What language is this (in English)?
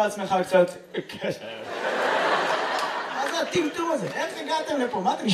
Hebrew